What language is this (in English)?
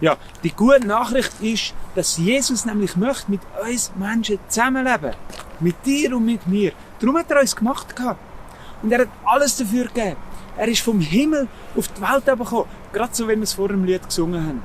Swiss German